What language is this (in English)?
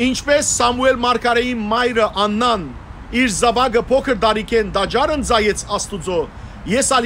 Western Armenian